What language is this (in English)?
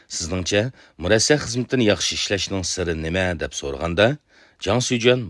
Uyghur